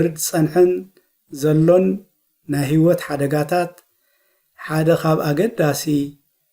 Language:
Tigrinya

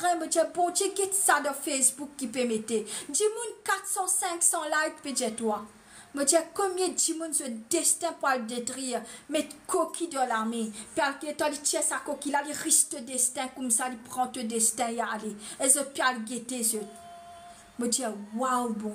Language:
Morisyen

